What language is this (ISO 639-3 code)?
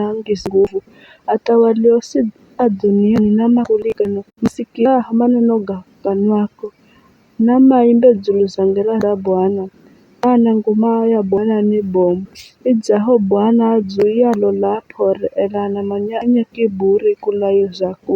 nyf